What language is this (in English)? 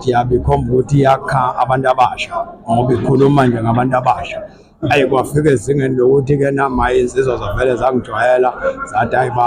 Zulu